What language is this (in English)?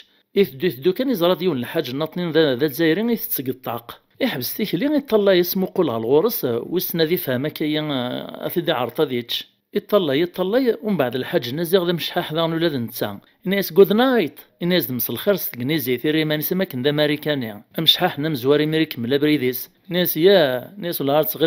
Kabyle